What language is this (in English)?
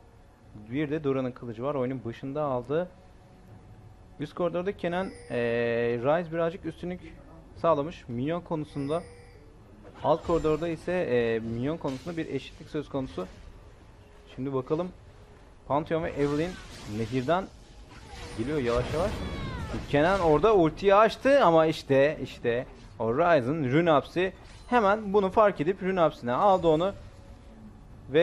Turkish